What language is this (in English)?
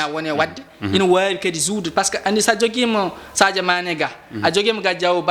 Fula